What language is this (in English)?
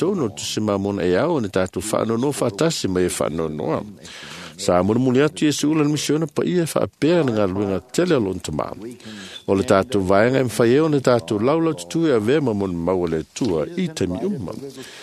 Samoan